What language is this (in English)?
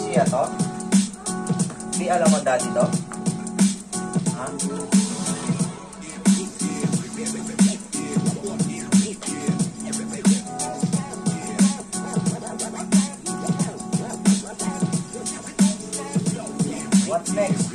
Filipino